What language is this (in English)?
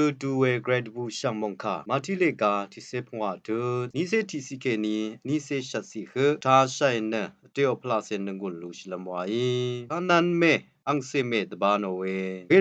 Rawang